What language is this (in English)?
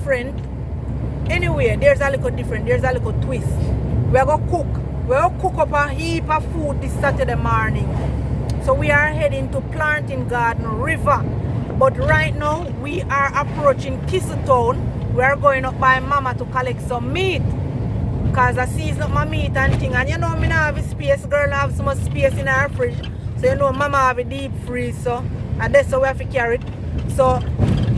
Jamaican Creole English